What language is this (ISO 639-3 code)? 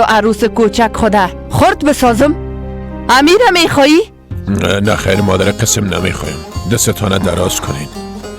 fas